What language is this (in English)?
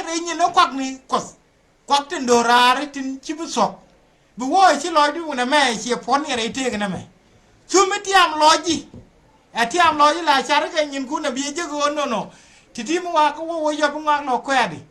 Nuer